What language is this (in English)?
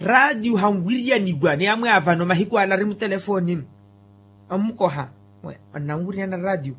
Makhuwa